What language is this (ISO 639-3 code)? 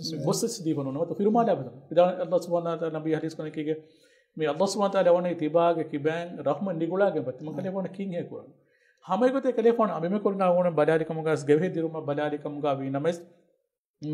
div